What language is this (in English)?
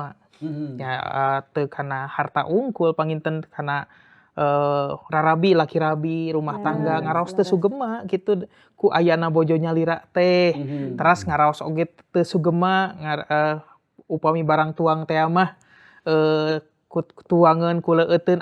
Sundanese